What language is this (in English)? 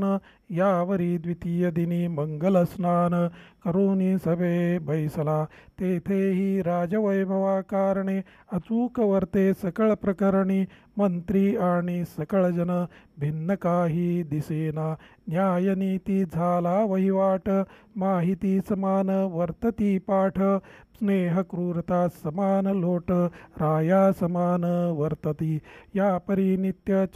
Marathi